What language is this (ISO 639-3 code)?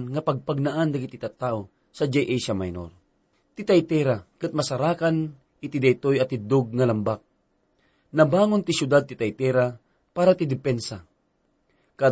ilo